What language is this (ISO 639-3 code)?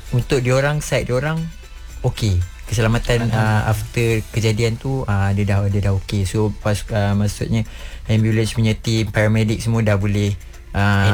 msa